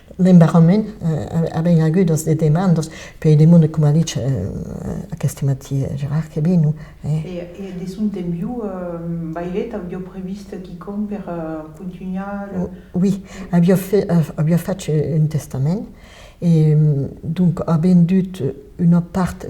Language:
Occitan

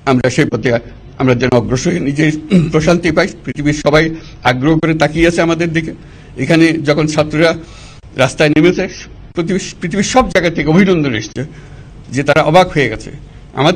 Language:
Bangla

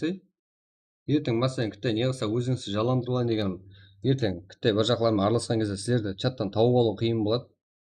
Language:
Kara-Kalpak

